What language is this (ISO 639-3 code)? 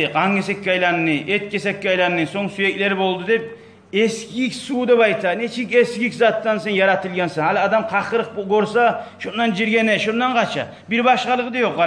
kum